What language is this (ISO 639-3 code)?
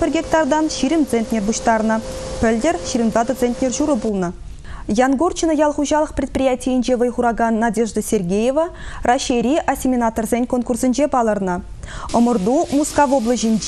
chv